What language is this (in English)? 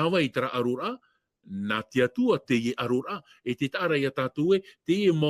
Tahitian